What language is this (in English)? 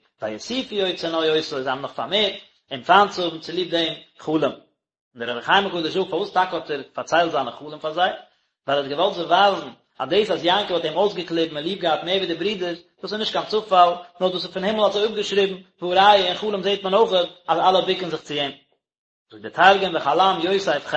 Yiddish